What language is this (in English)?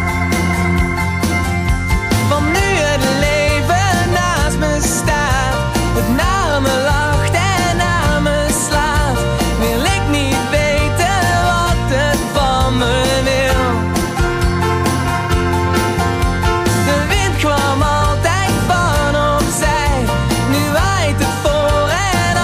Dutch